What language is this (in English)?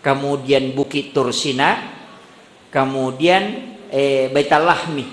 Buginese